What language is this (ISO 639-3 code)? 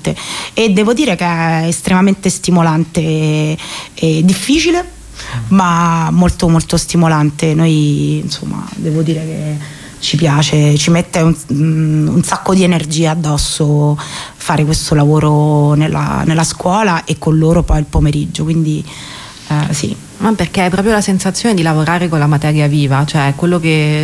ita